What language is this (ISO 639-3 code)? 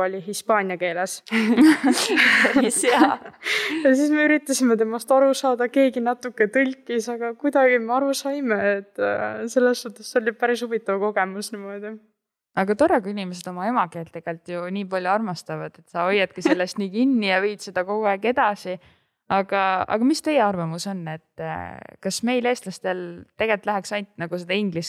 est